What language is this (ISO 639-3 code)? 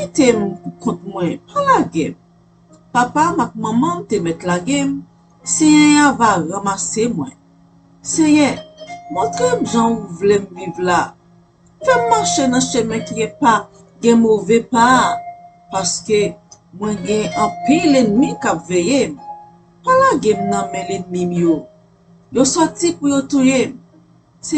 hat